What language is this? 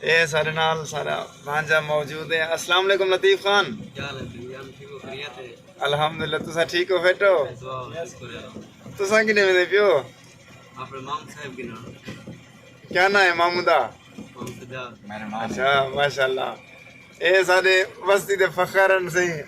Saraiki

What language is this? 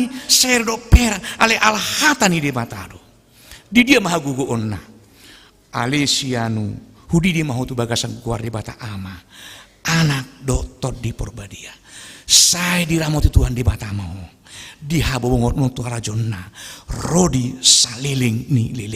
Batak Toba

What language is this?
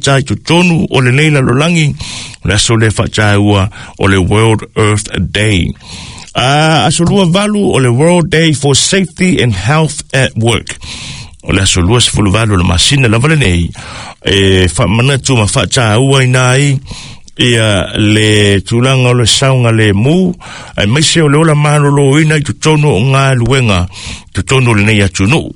Samoan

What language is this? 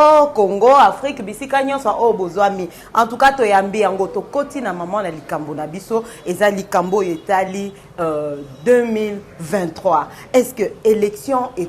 Lingala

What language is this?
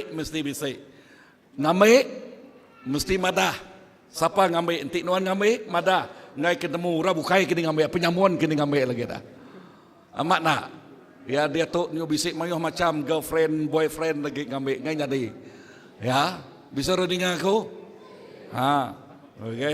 Iban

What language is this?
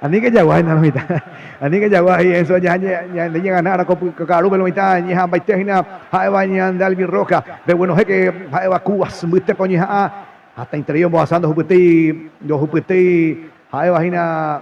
Guarani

